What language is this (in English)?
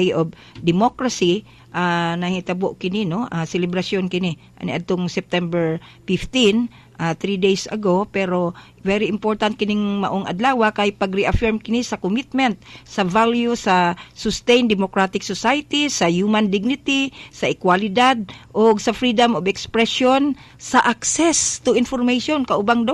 Cebuano